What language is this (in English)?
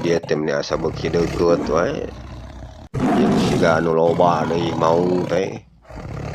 Sundanese